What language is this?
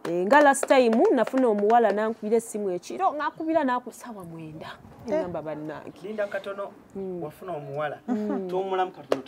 Ganda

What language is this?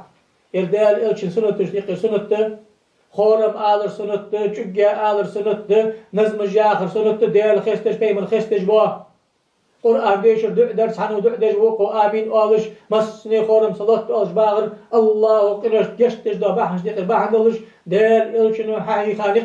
Ingush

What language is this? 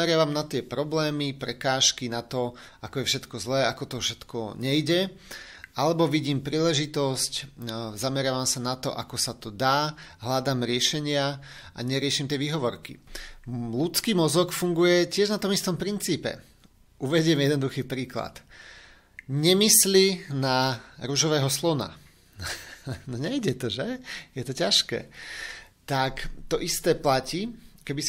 Slovak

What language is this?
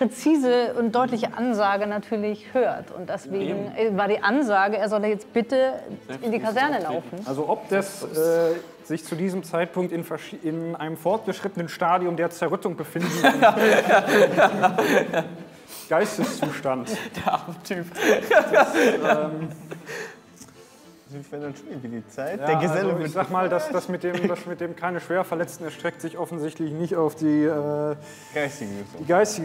German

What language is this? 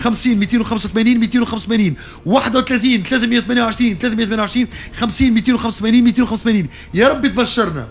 Tunisian Arabic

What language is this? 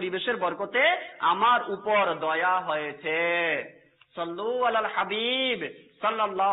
Bangla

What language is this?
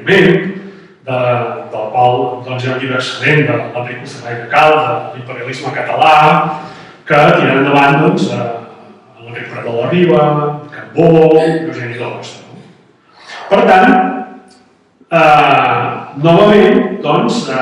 Catalan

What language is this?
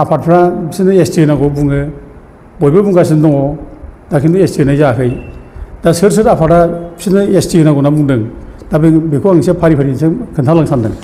Bodo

